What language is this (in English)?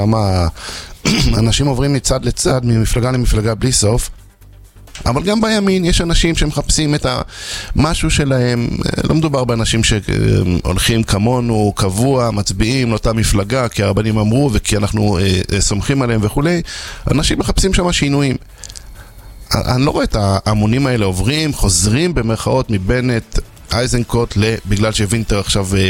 Hebrew